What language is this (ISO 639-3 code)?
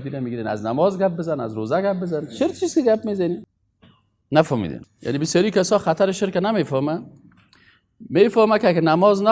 fas